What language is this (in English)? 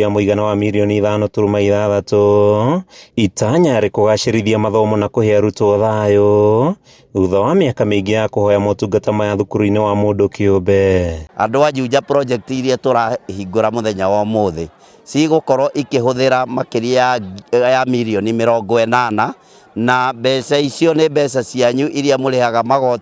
Kikuyu